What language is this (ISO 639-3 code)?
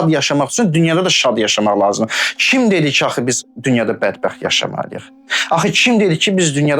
aze